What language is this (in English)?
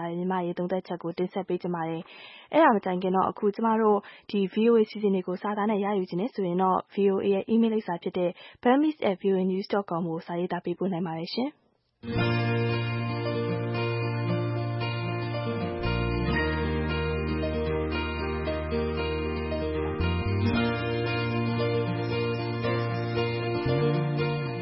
Burmese